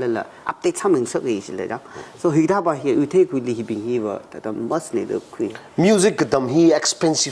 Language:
Tangkhul Naga (India)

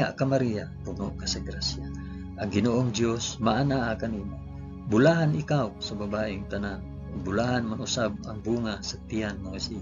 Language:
Cebuano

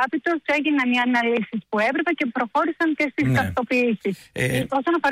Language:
Greek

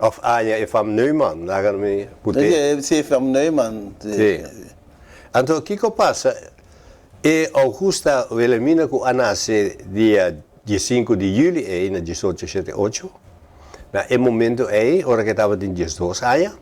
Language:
Papiamento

